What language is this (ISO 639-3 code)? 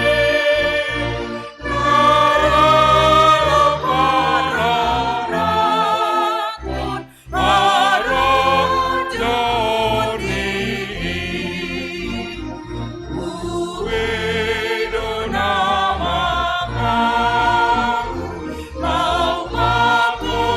bts